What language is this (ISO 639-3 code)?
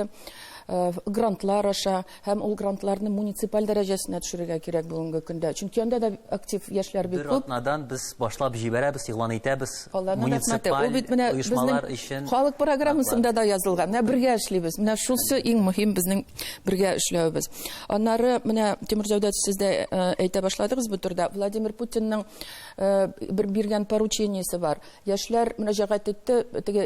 tat